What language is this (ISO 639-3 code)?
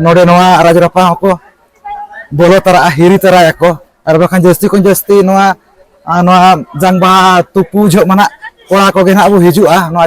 sat